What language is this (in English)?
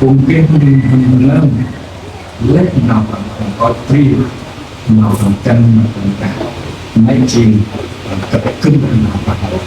Central Mnong